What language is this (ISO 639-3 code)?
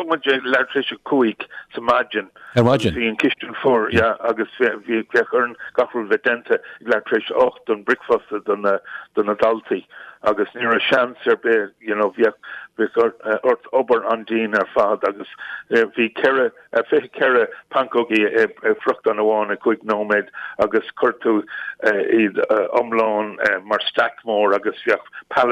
gle